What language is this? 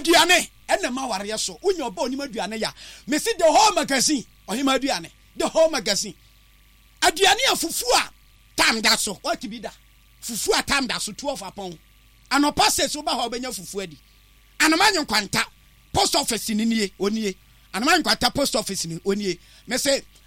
Akan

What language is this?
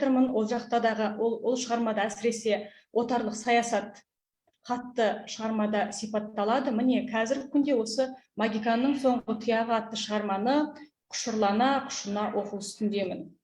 Kazakh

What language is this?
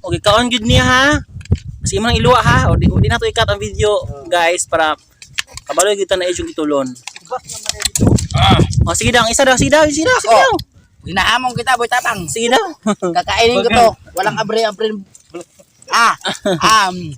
Cebuano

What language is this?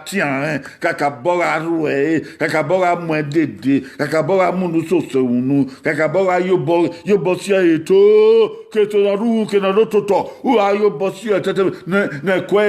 Bini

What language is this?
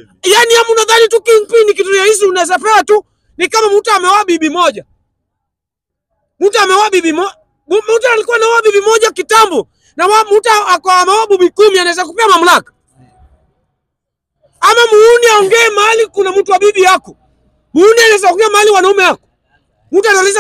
Swahili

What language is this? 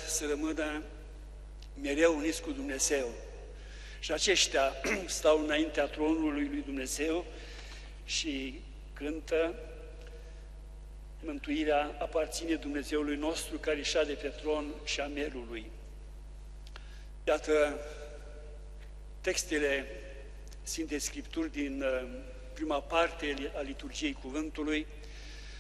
Romanian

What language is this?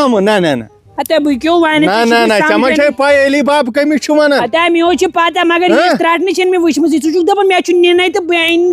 Kashmiri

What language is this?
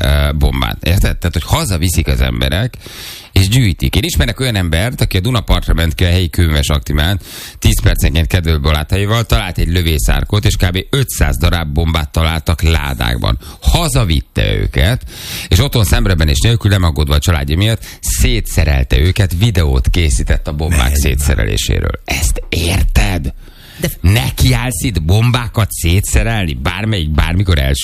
Hungarian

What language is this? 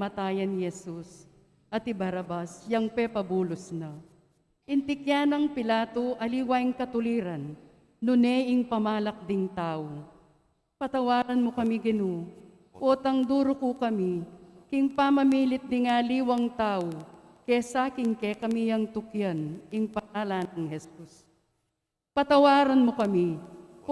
Pampanga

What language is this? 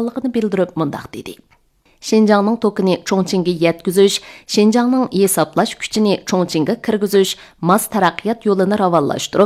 Uyghur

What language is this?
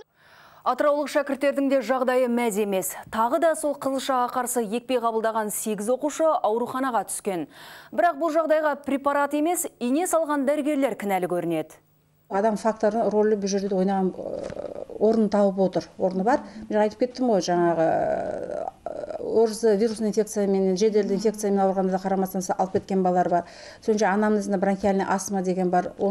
Kazakh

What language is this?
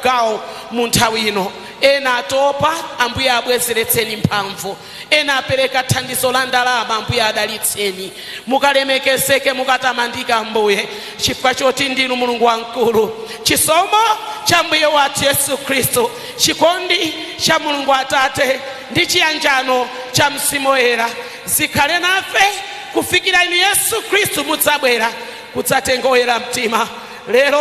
Nyanja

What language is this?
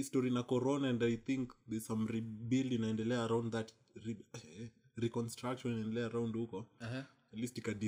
Swahili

